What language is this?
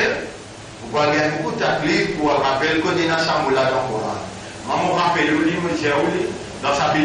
Morisyen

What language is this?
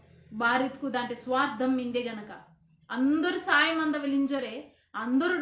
Koya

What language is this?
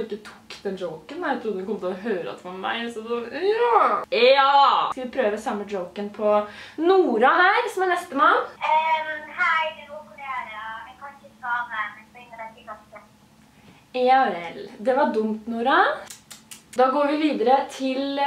Norwegian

